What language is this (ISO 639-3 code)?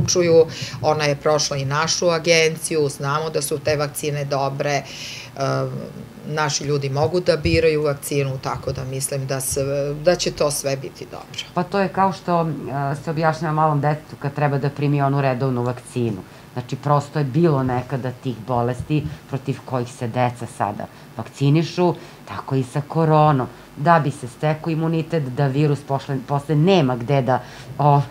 srp